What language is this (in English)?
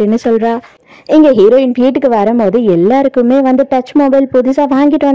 Tamil